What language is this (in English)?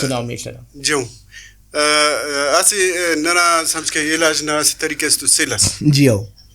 Brahui